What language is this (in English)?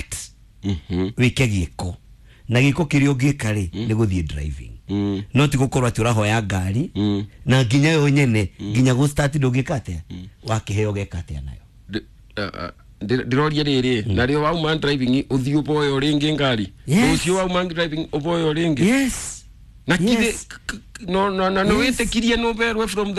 Kikuyu